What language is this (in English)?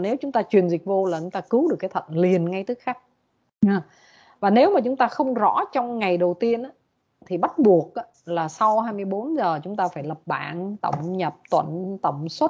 Vietnamese